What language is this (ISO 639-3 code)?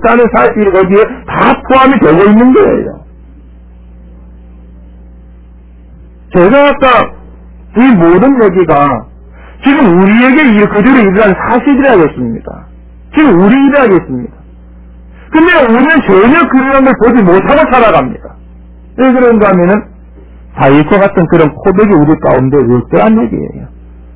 kor